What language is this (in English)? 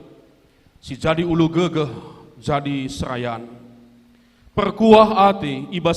Batak Karo